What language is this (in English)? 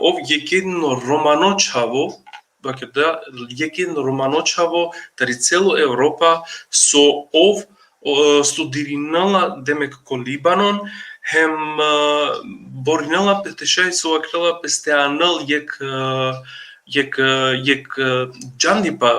Balkan Romani